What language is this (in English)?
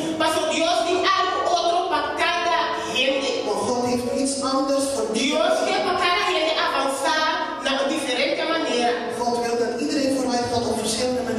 Papiamento